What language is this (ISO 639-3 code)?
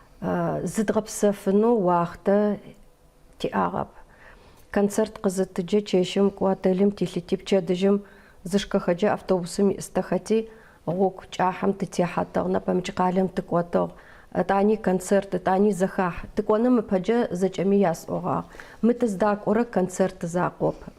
ady